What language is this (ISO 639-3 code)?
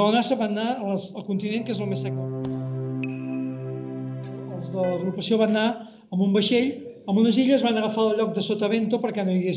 cat